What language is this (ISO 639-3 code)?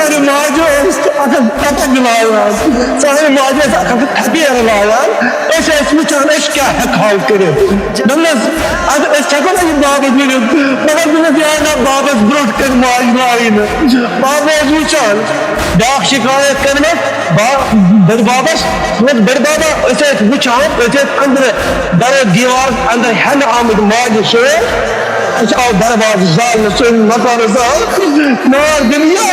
kas